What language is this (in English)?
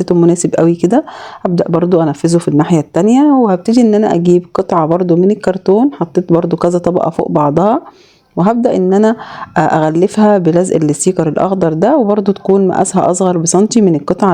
Egyptian Arabic